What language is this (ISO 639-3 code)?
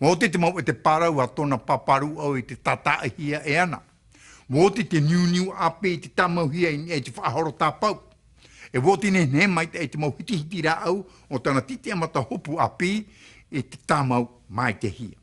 tah